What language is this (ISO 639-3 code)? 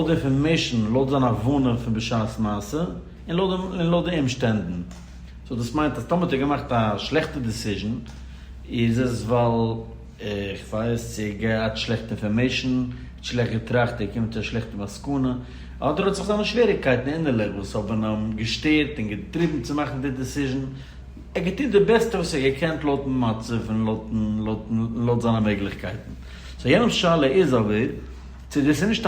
yid